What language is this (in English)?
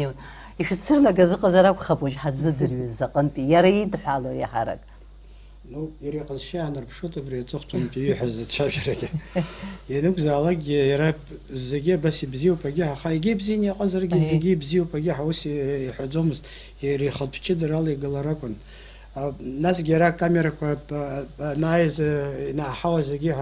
Abkhazian